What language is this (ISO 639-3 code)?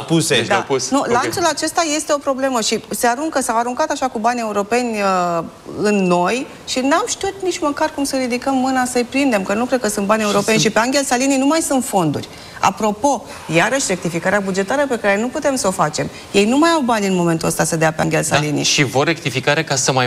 ron